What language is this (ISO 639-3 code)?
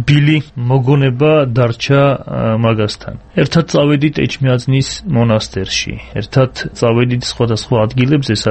kat